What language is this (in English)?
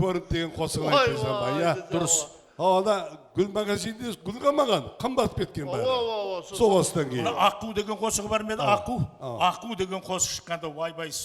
Kara-Kalpak